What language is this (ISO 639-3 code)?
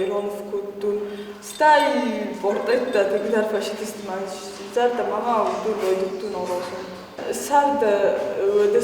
oss